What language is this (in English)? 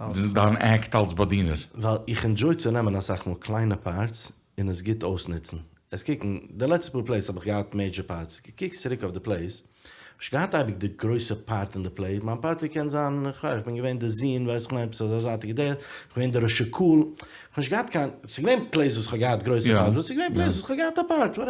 Yiddish